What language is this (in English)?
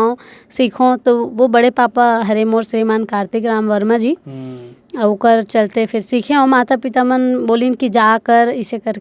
Chhattisgarhi